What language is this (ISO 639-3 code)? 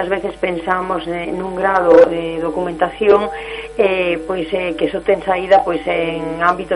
glg